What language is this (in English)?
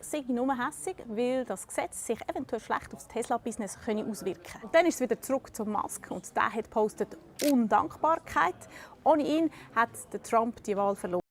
Swiss German